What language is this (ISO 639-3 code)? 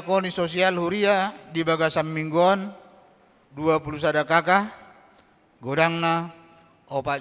bbc